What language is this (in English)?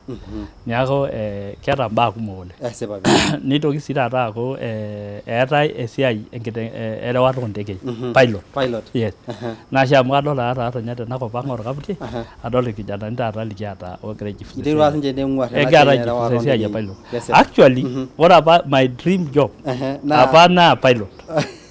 Masai